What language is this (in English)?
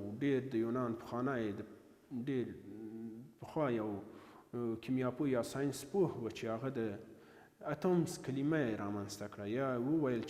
Pashto